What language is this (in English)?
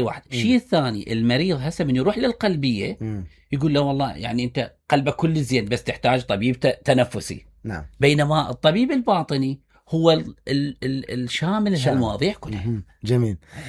Mesopotamian Arabic